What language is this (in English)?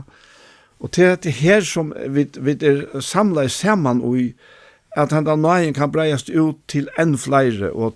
Faroese